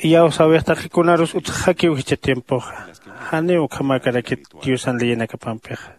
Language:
Aymara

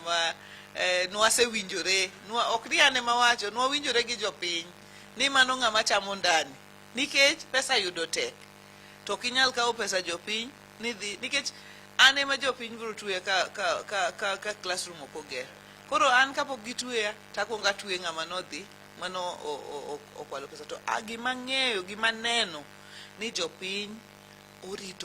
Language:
Luo (Kenya and Tanzania)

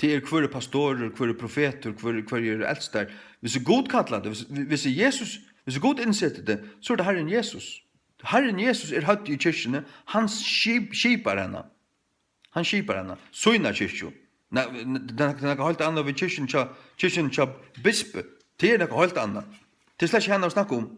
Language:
Faroese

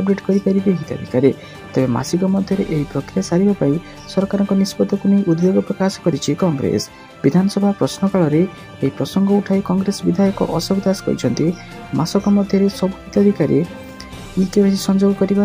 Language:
Odia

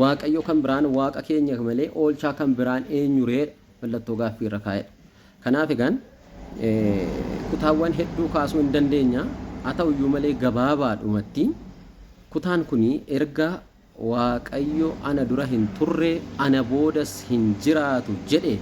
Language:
Oromo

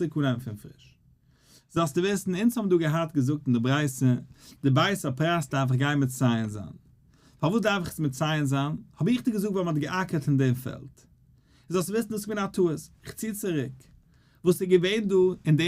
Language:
Yiddish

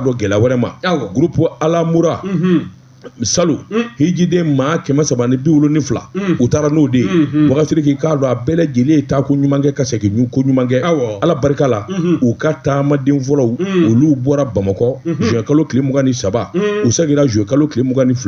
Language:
Bambara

